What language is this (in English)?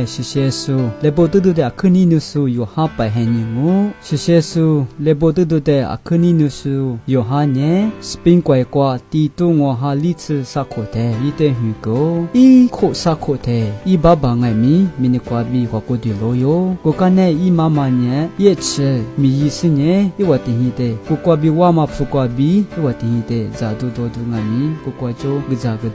Lisu